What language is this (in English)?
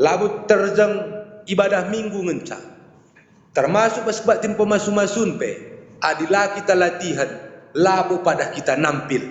Batak Karo